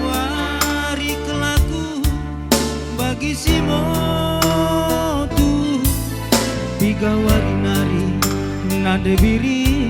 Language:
Batak Karo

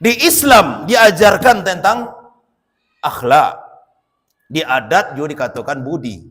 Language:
Minangkabau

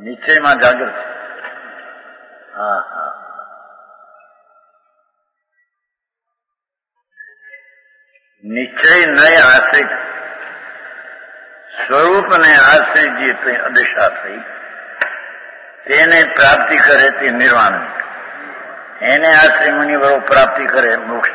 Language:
Gujarati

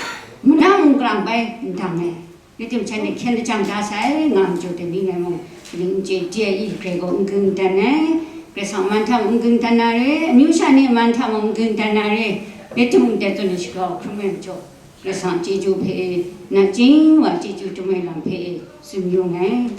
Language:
Kachin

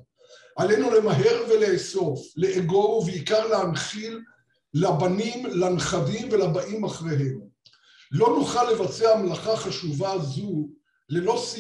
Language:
Hebrew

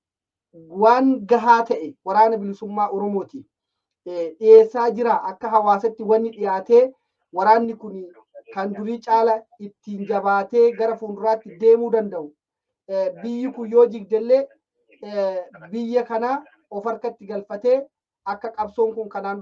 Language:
Oromo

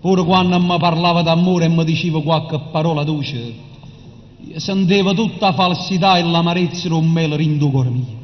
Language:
Neapolitan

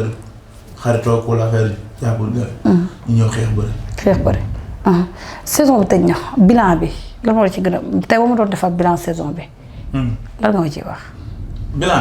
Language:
Wolof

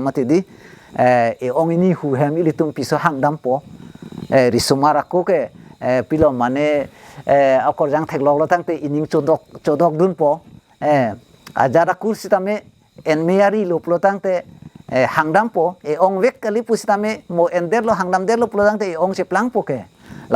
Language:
Karbi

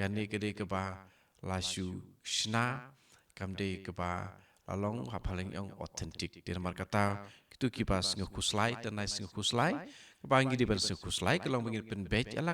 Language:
Khasi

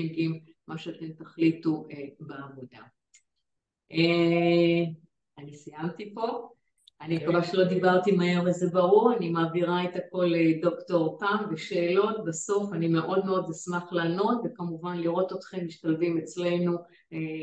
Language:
Hebrew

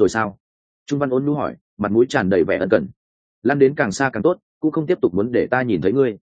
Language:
Vietnamese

